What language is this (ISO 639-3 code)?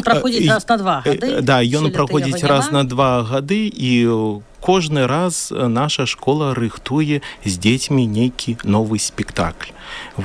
bel